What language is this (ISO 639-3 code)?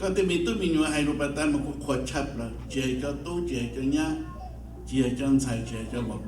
hmn